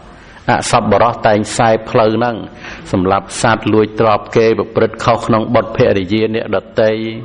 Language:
Khmer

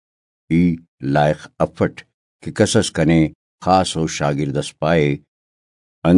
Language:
Brahui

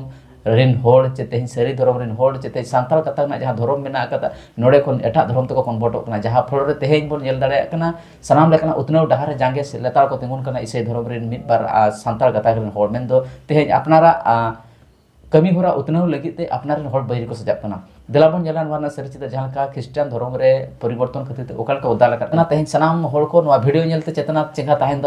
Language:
Santali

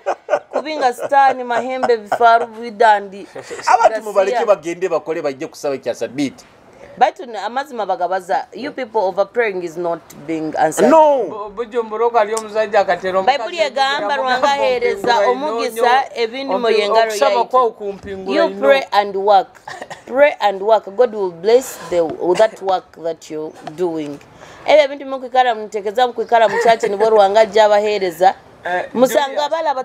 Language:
Nyoro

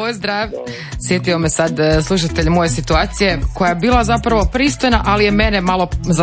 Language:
Croatian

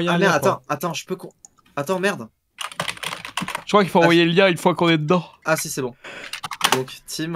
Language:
French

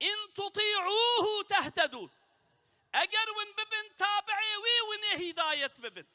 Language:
Kurdish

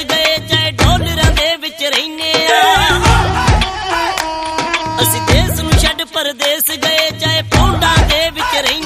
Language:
Punjabi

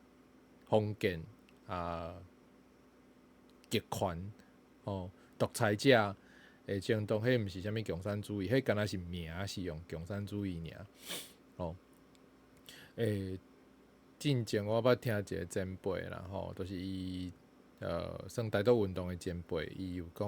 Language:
Min Nan Chinese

